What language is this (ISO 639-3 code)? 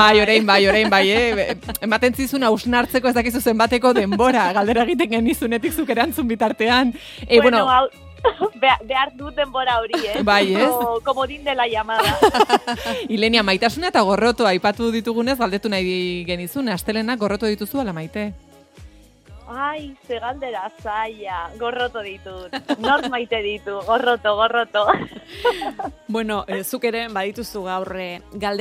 eus